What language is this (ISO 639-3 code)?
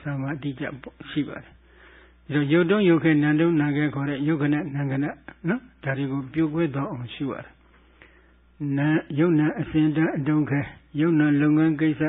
mya